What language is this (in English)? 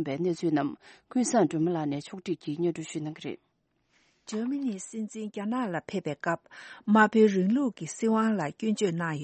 Tibetan